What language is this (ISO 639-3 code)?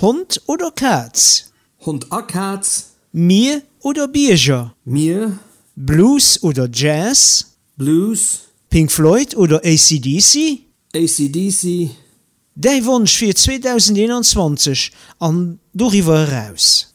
ltz